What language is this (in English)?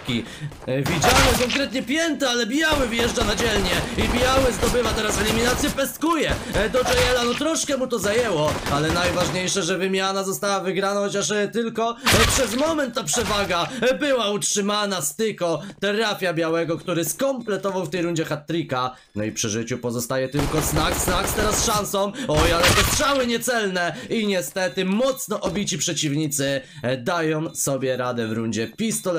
Polish